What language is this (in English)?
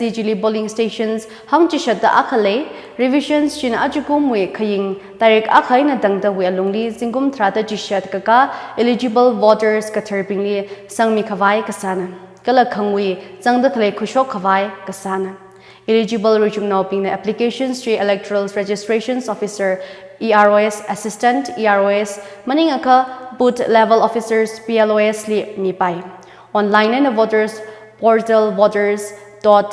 Tangkhul Naga (India)